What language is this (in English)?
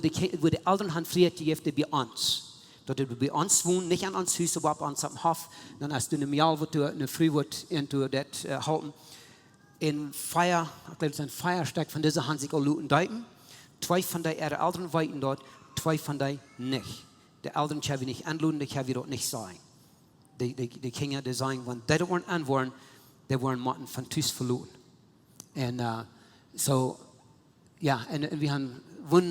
Plautdietsch